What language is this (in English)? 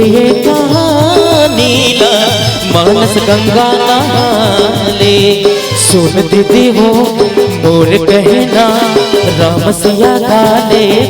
Chhattisgarhi